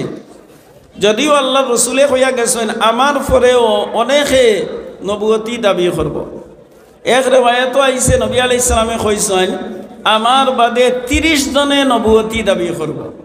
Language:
Sylheti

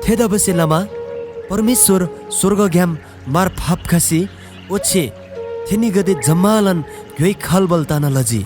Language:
Eastern Tamang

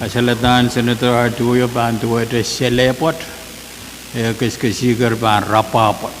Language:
Pohnpeian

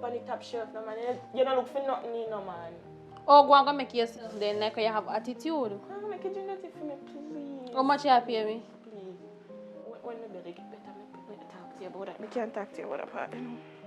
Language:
Jamaican Creole English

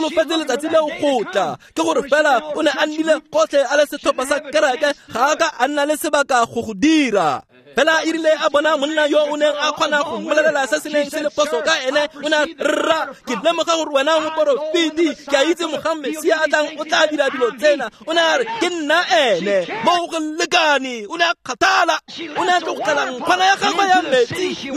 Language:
Tswana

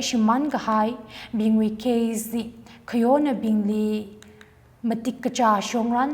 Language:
Tangkhul Naga (India)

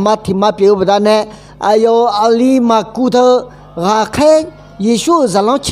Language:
Akha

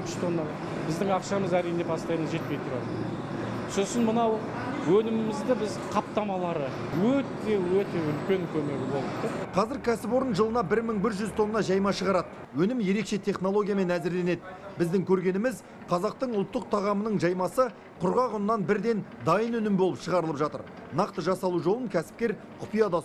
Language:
Kazakh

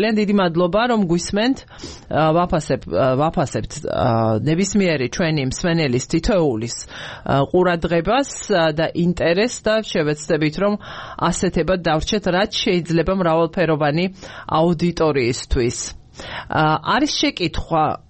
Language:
Georgian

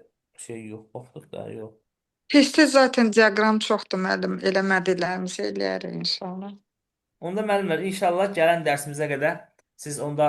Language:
Azerbaijani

